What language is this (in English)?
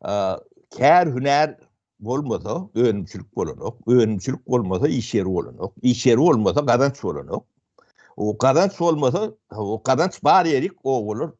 Turkmen